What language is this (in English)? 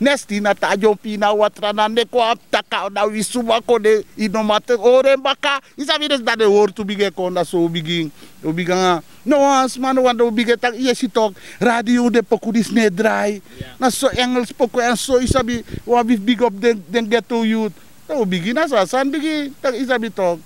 Sranan Tongo